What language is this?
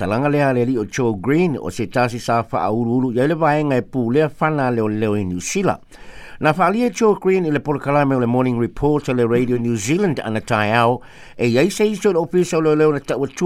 Samoan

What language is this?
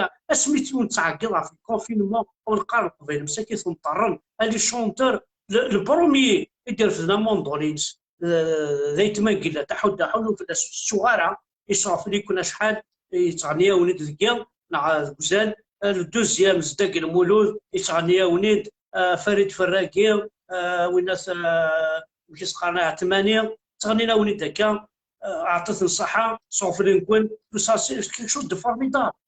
Kabyle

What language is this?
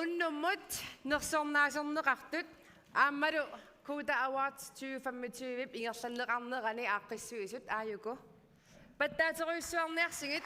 Kalaallisut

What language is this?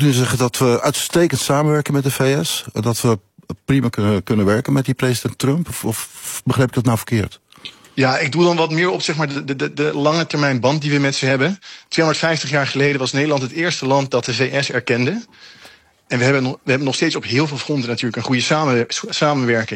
Dutch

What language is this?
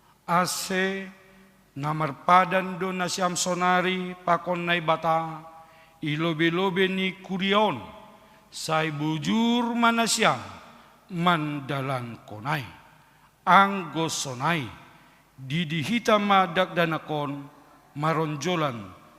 Batak Simalungun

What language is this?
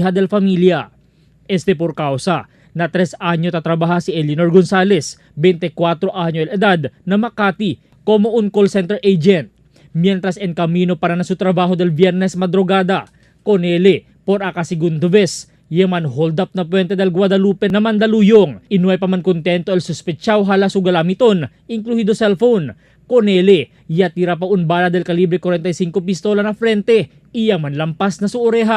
Chavacano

